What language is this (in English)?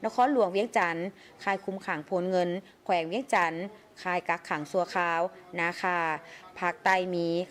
Lao